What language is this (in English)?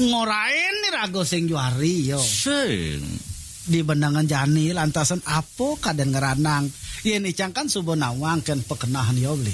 Balinese